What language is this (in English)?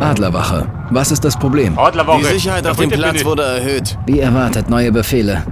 Bavarian